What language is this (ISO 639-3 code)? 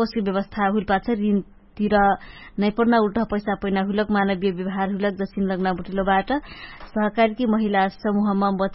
thl